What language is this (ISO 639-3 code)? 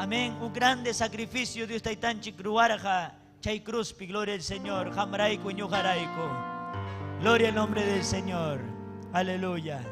quy